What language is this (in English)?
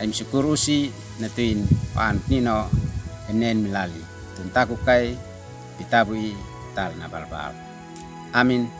Uab Meto